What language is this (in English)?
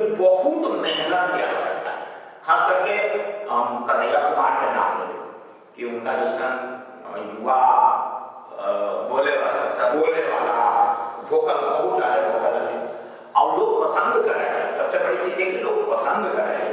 Magahi